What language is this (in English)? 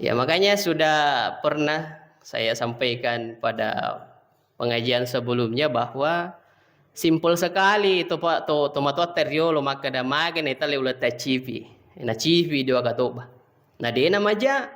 Buginese